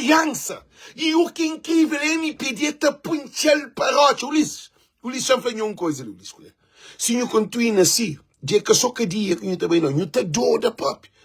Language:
Kabuverdianu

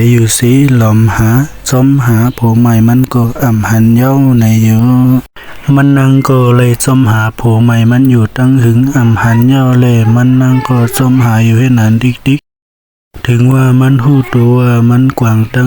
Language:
Shan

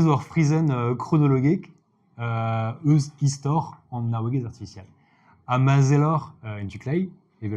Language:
Breton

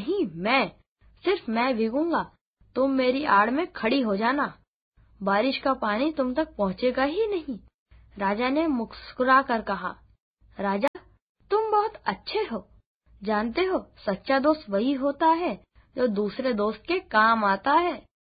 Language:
Hindi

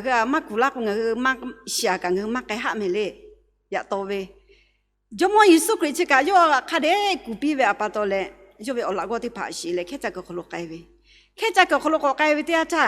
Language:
Lahu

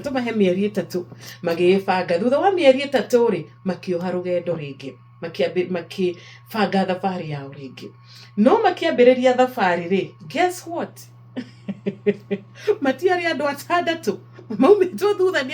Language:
Kikuyu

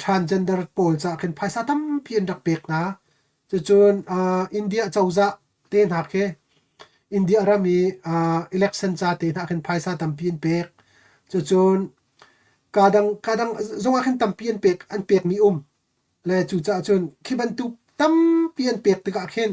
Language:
Hakha Chin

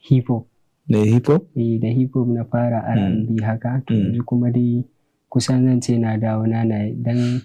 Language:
Hausa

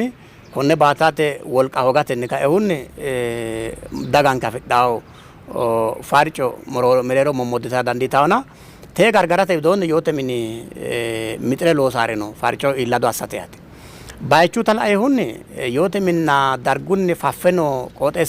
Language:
Sidamo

